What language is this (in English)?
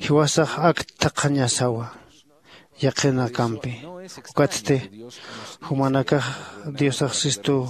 Aymara